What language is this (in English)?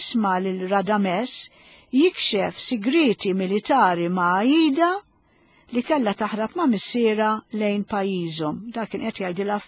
Maltese